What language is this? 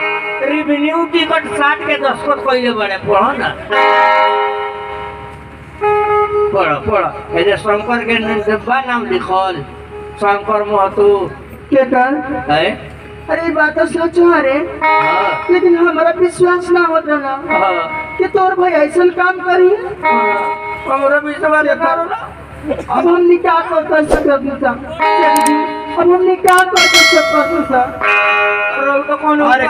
Bhojpuri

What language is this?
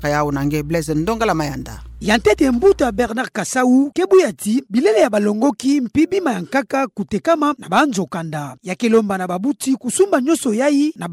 Kituba (Democratic Republic of Congo)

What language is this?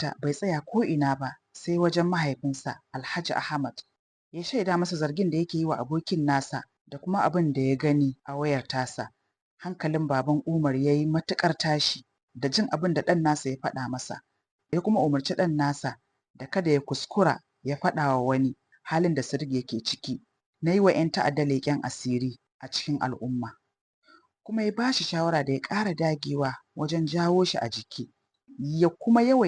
Hausa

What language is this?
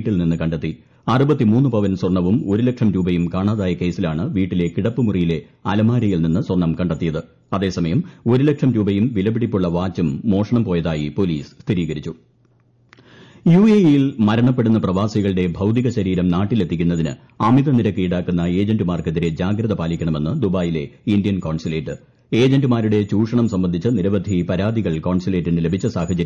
Malayalam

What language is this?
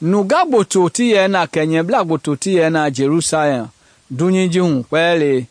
Mende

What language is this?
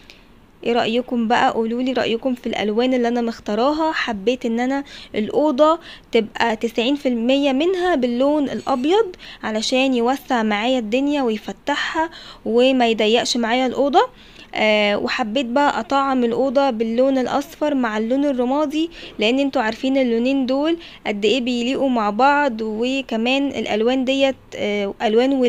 Egyptian Arabic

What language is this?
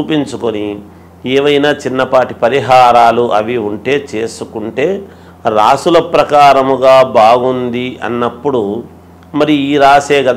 Telugu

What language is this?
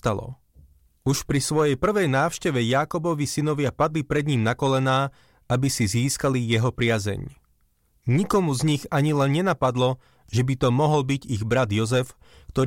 Slovak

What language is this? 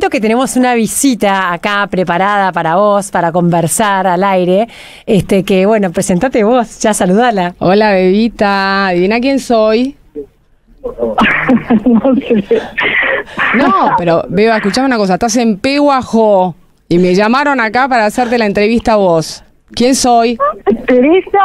Spanish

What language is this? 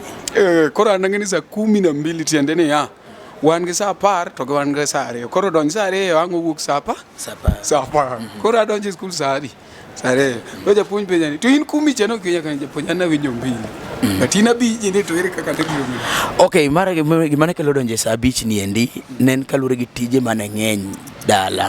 Luo (Kenya and Tanzania)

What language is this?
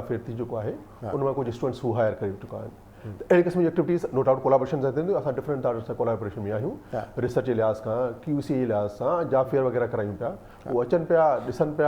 Sindhi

